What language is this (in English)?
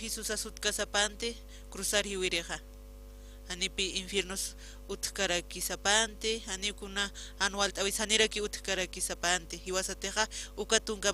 Aymara